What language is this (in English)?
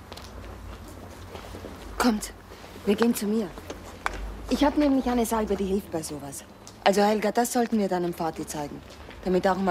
German